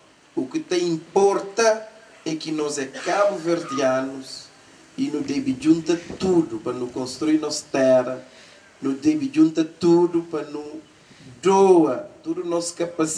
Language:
Kabuverdianu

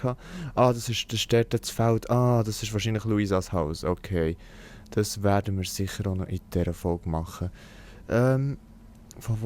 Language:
Swiss German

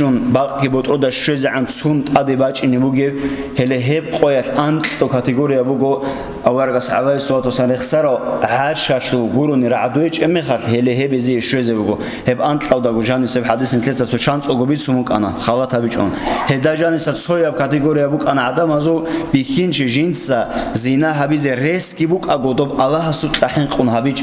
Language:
Avaric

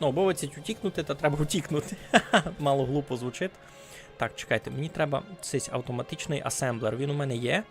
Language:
Rusyn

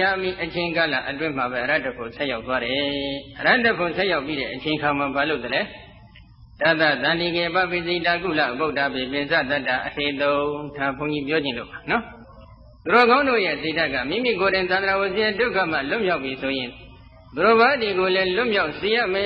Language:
Burmese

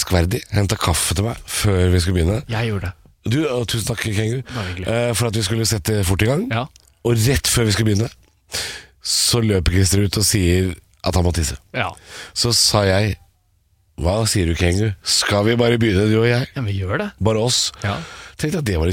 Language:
Norwegian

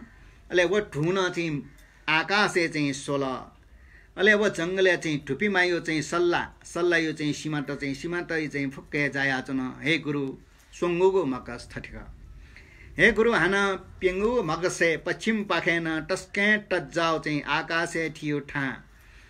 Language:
Newari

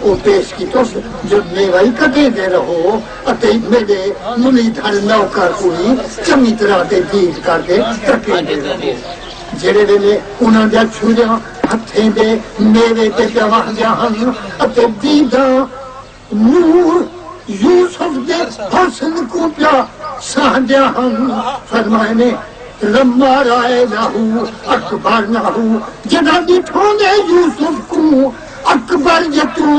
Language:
Saraiki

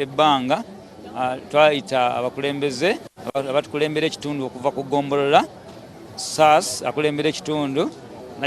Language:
Ganda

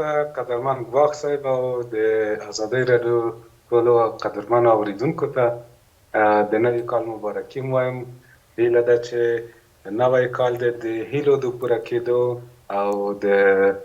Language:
Pashto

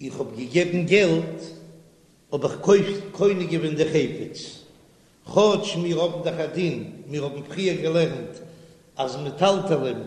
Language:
Yiddish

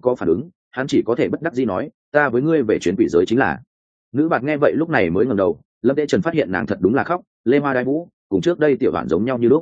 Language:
Vietnamese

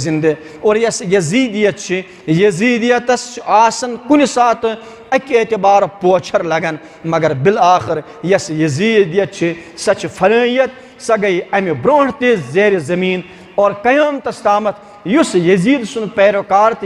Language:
Kashmiri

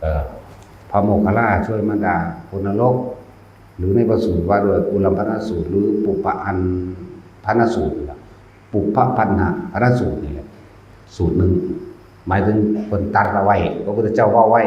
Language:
Northeastern Thai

